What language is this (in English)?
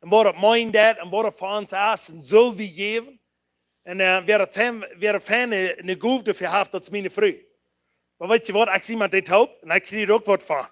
Plautdietsch